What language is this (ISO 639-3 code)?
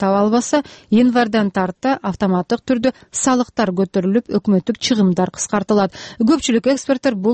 kir